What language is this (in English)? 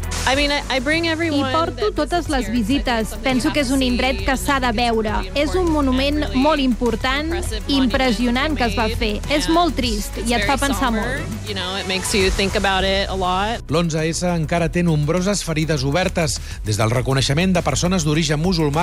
Catalan